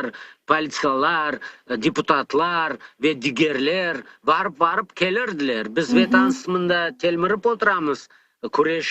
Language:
Crimean Tatar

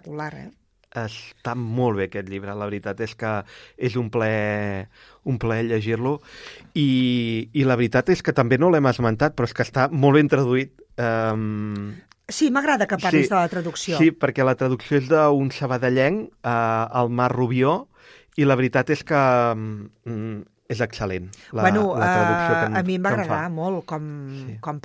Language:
Catalan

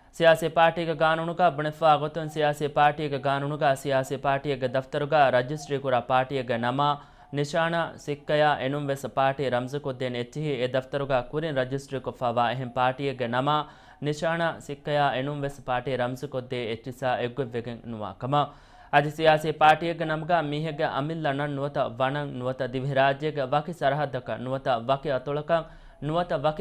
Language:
Divehi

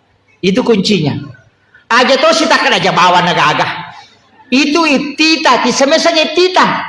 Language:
Buginese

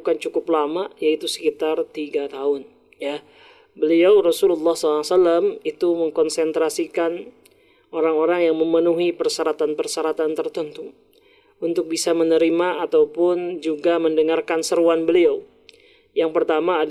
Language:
Indonesian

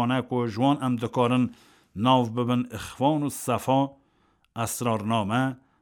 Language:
Kurdish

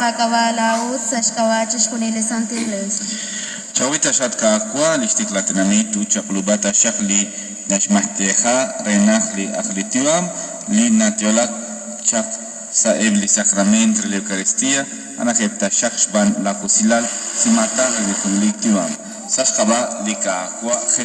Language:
Kekchí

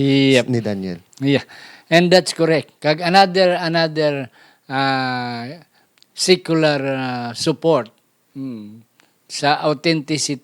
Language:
Hiligaynon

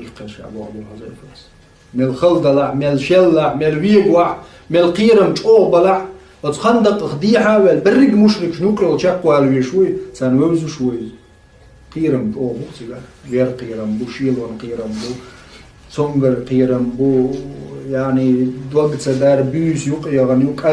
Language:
Chechen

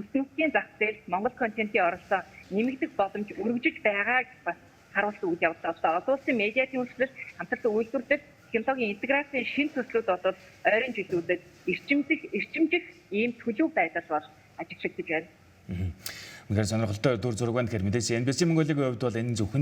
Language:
Mongolian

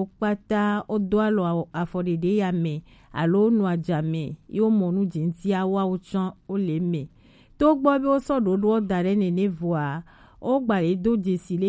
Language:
Gen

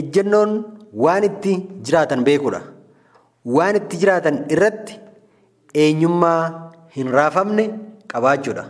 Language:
Oromo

